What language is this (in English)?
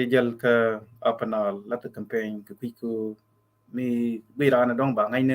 Nuer